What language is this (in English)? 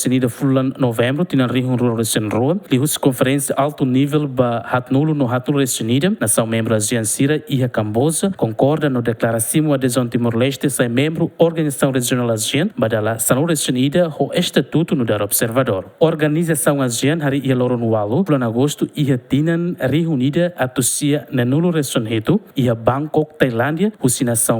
Tetum